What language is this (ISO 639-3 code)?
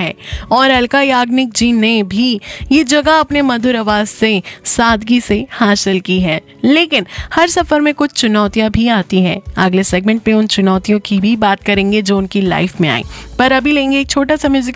hin